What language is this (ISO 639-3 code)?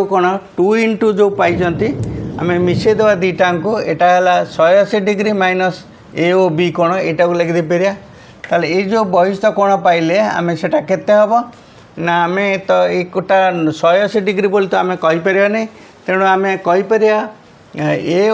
ori